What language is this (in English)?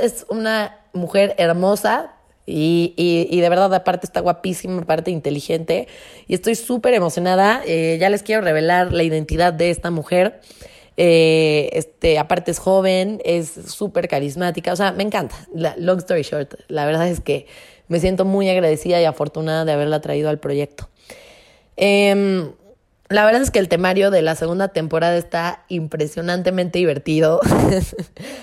Spanish